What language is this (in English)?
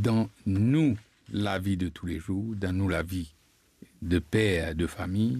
Morisyen